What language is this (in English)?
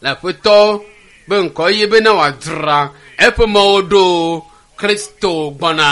Ewe